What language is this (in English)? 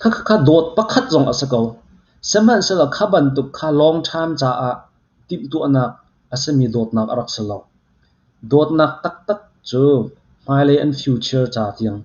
Hakha Chin